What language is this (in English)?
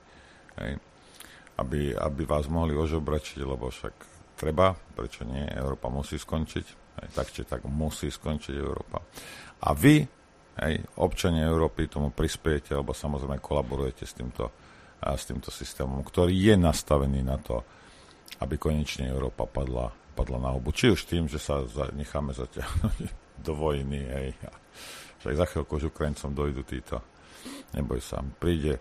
Slovak